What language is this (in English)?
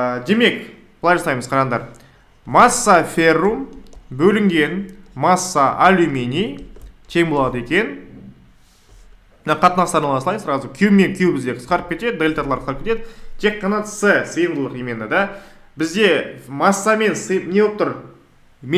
Kazakh